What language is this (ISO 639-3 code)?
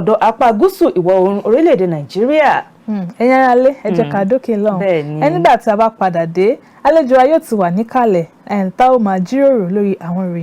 yor